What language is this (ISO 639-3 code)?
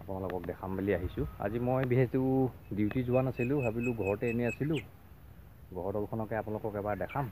asm